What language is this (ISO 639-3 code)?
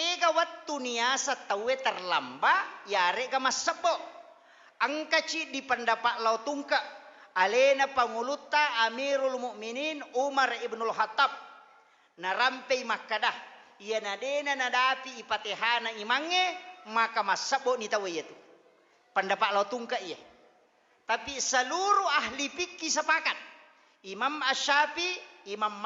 bug